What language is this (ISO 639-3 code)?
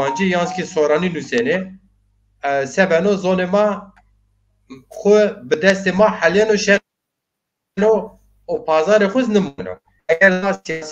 zza